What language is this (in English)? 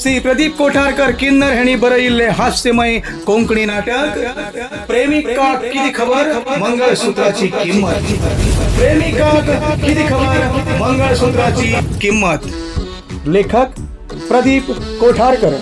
Konkani